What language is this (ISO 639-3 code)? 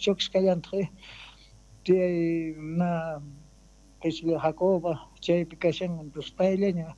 que